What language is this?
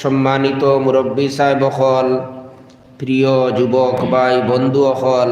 Sylheti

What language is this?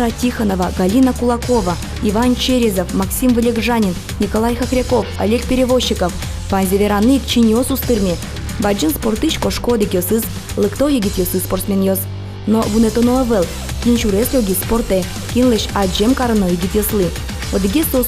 Udmurt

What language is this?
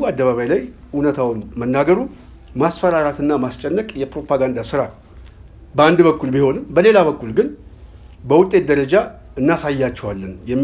Amharic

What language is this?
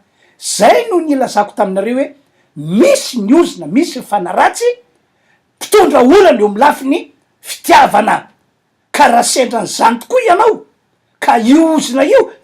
Malagasy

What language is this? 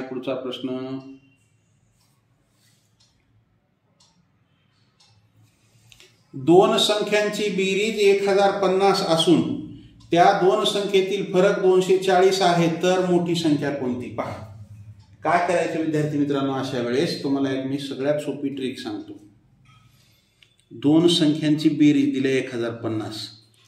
Marathi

